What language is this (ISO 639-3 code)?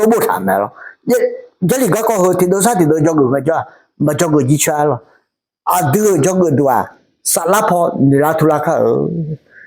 ahk